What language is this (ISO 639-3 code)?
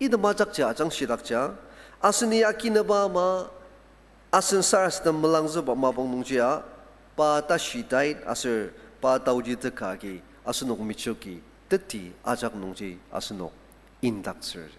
njo